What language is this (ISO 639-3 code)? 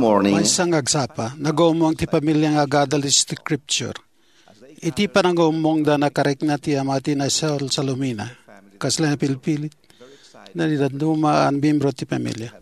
ilo